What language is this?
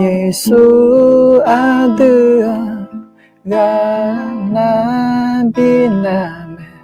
Akha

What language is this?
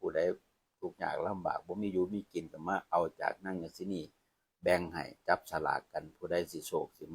Northeastern Thai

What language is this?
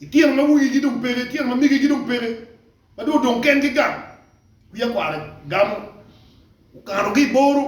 Acoli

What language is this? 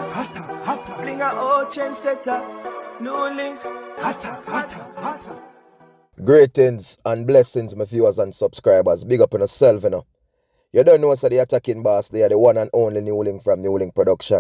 Jamaican Creole English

